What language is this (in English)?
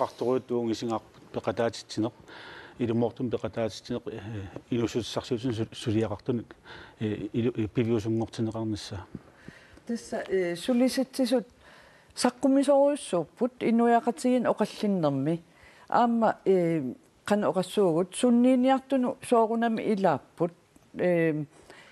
Kalaallisut